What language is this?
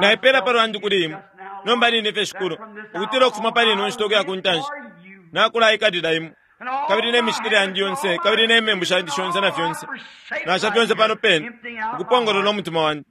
Bemba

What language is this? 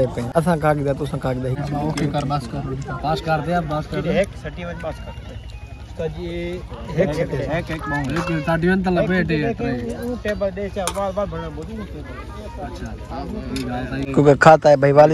Saraiki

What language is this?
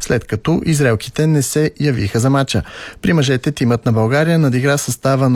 Bulgarian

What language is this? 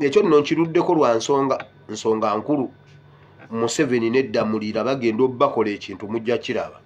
Ganda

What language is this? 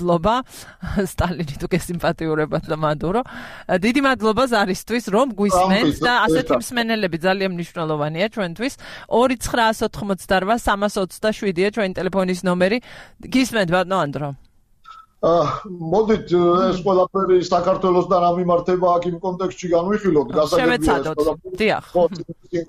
Georgian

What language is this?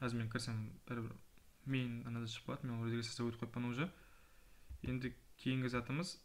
Kara-Kalpak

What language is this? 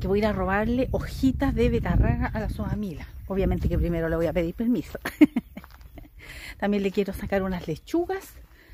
Spanish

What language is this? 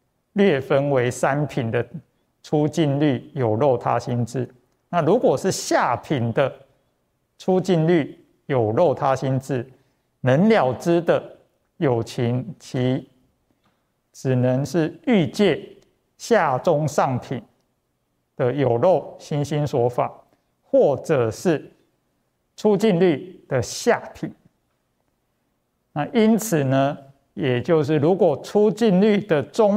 Chinese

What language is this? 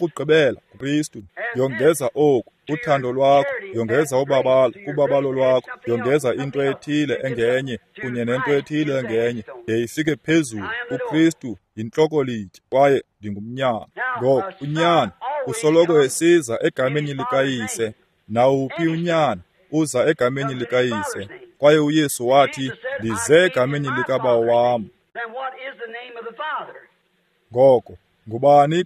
Xhosa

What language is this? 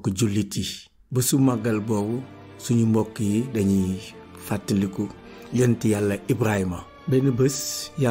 Wolof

